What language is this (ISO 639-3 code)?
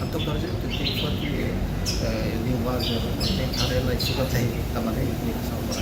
tet